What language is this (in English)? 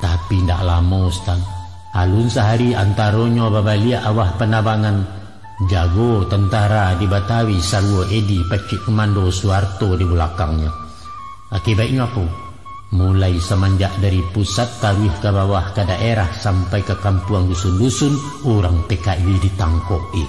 Minangkabau